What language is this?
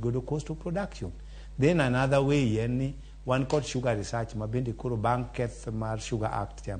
Luo (Kenya and Tanzania)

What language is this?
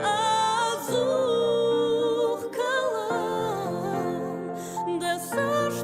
Ossetic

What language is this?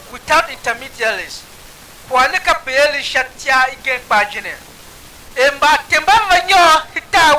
Tiv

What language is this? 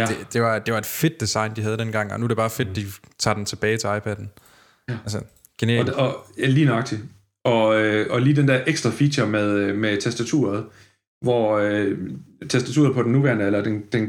Danish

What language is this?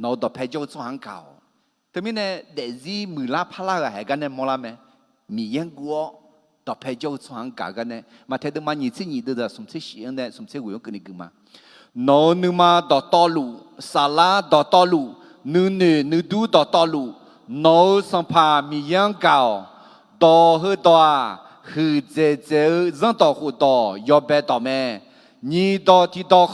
Akha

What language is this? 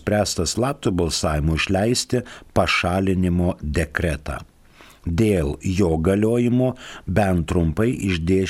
Lithuanian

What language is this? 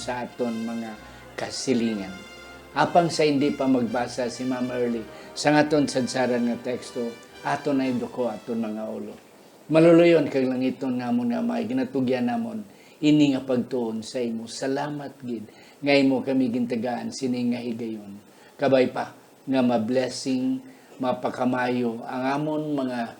Hiligaynon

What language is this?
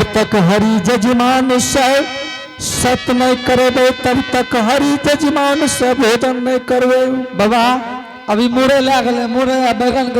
Angika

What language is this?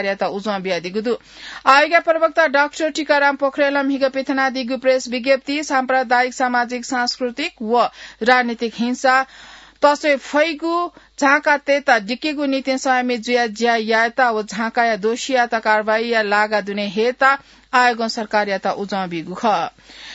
Newari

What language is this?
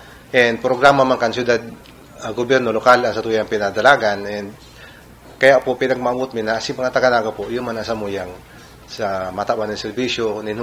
Bikol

